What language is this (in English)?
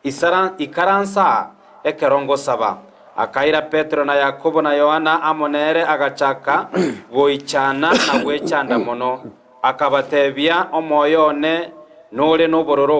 Gusii